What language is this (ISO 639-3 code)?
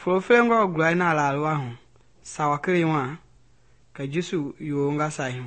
men